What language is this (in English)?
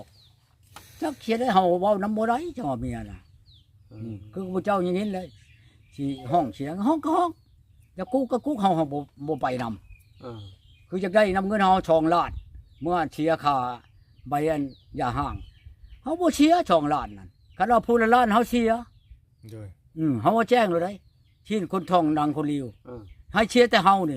Northeastern Thai